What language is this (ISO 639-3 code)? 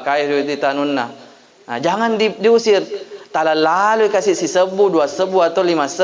bug